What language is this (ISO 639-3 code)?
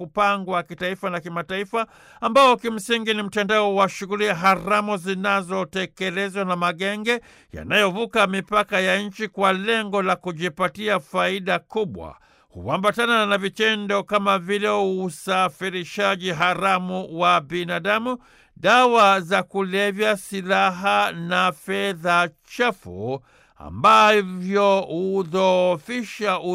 swa